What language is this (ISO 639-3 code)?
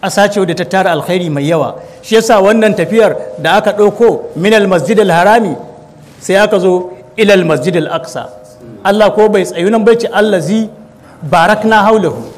hau